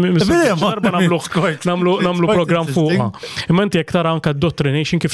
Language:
Maltese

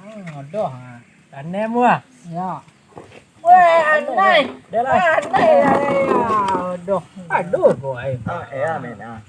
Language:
Minangkabau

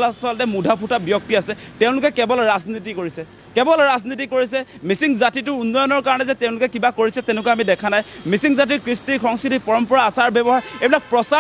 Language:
Assamese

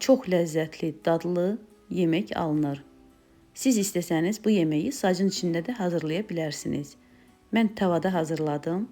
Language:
Azerbaijani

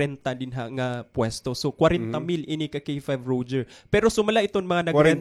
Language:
Waray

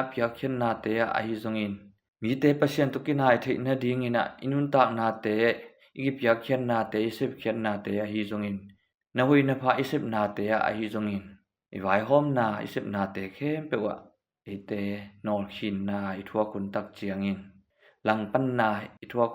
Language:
Tedim Chin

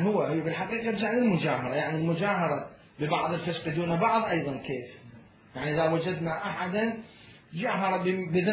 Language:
Mesopotamian Arabic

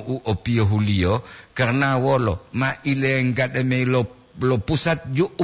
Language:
Gorontalo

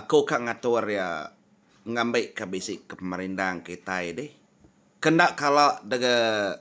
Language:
Iban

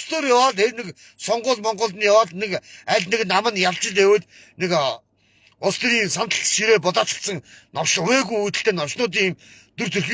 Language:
Mongolian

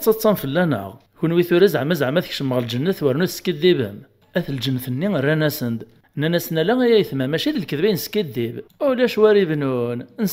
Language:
Kabyle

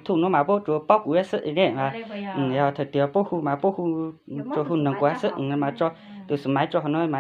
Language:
Hmong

